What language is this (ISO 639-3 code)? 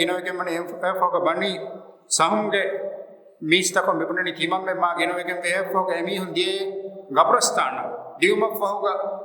div